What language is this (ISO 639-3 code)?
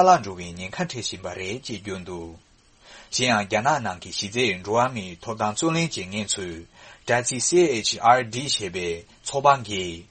bod